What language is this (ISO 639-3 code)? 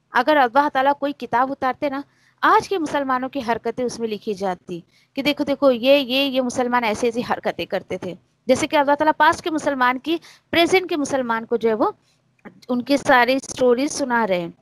urd